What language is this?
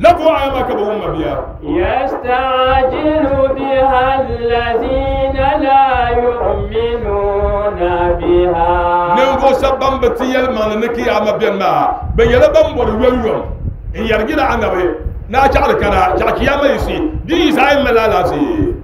Dagbani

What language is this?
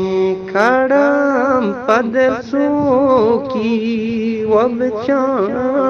Eastern Balochi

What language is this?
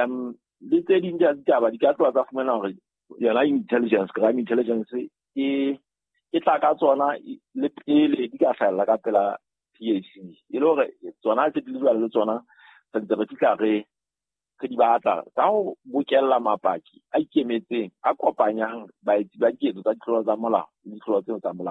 Southern Sotho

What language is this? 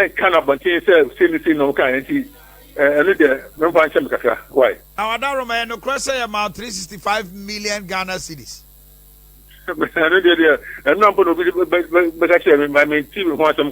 Akan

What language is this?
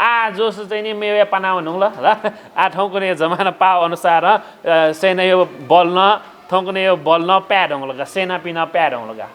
Newari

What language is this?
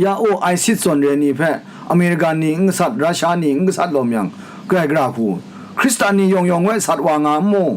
Kachin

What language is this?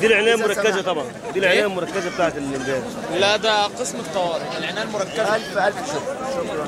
Egyptian Arabic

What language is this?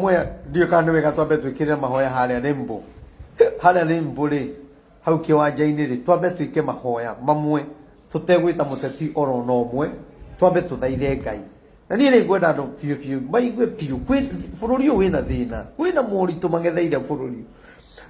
Kikuyu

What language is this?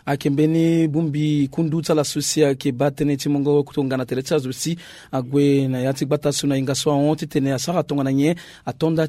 Sango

